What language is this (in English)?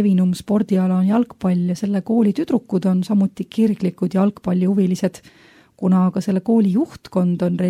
Estonian